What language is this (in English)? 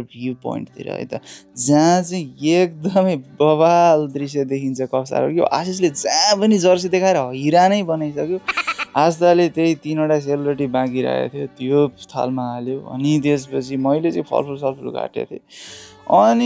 Nepali